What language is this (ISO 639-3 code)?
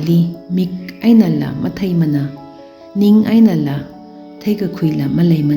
nmf